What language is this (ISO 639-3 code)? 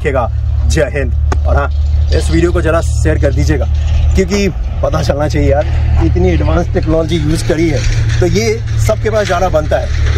hin